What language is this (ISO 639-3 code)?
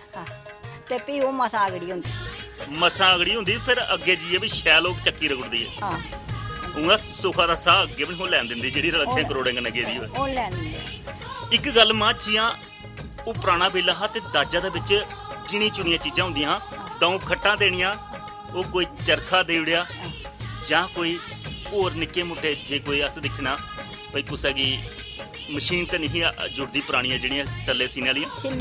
doi